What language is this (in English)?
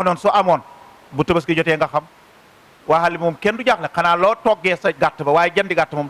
Wolof